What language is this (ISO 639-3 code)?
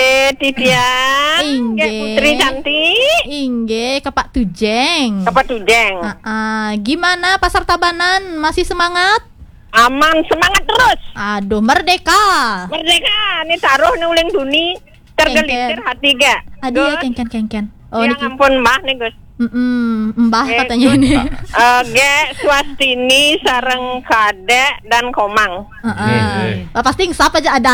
ban